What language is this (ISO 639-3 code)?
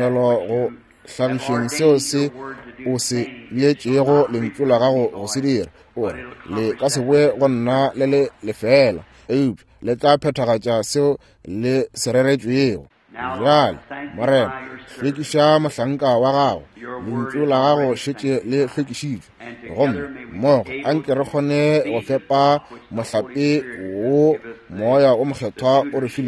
nso